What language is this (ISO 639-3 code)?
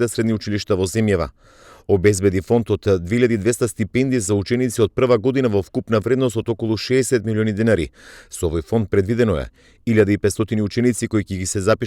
mkd